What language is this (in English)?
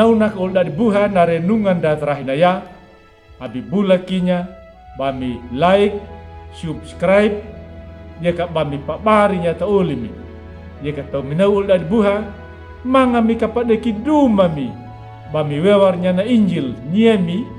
Anakalangu